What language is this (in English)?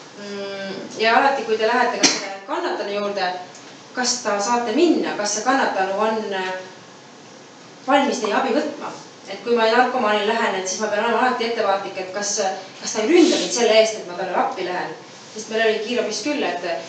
Estonian